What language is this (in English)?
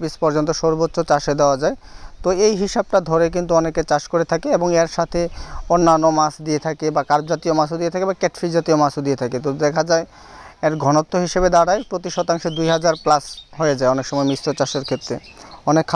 Bangla